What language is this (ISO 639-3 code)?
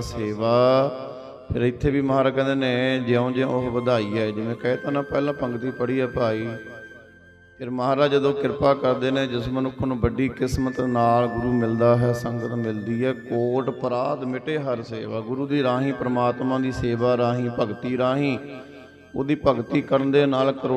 pan